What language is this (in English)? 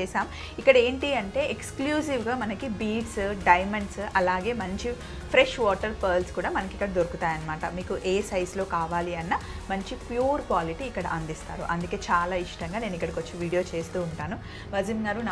Telugu